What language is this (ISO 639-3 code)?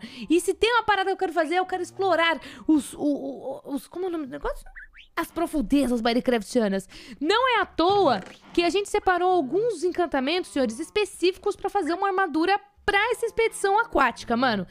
por